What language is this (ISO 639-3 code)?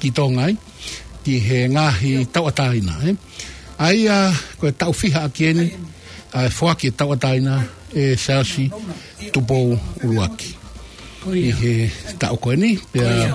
ton